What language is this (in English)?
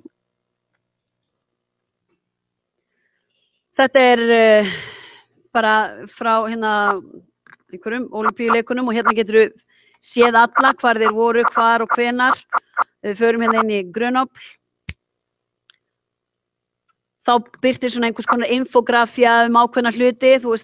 Icelandic